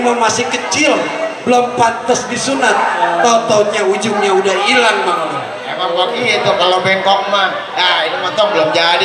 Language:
Betawi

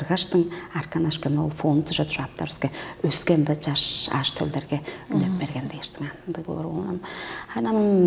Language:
Tuvinian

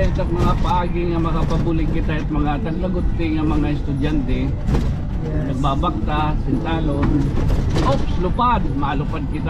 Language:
Waray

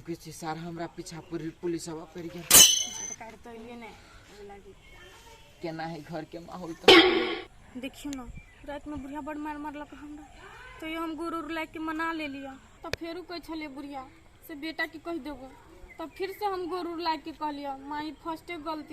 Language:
Maithili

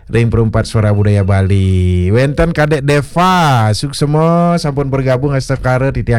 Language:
Balinese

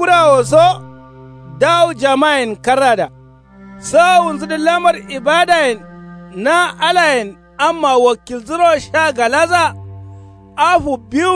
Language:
Kanuri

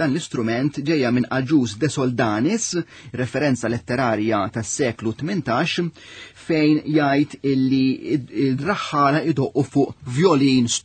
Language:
Maltese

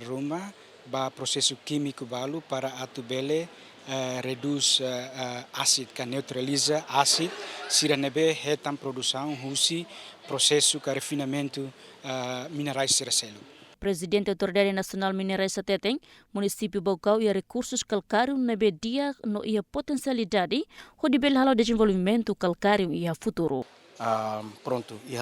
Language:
Tetum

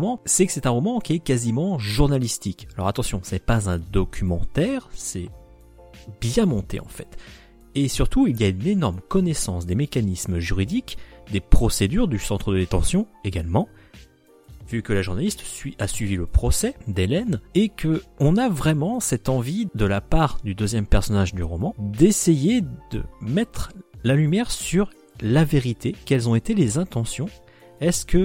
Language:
French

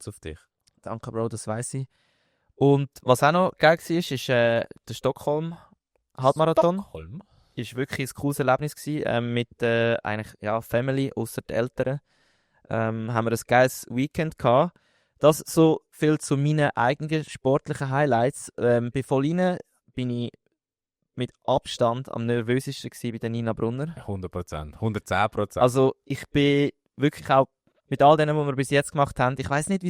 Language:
Swiss German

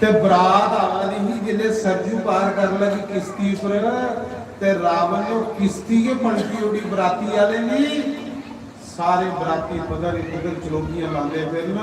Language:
Dogri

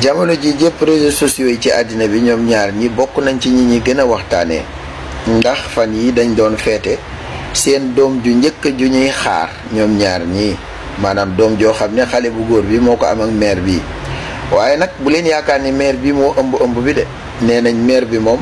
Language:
Wolof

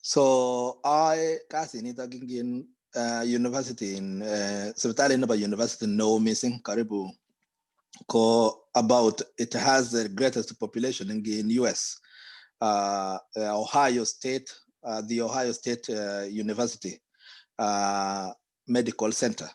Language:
Kalenjin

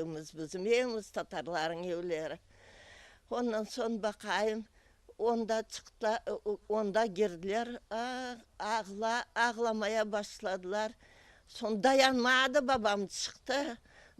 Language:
Crimean Tatar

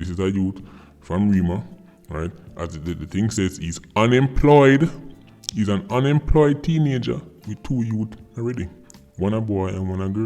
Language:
Jamaican Creole English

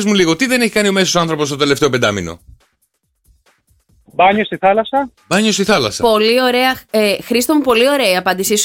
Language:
Greek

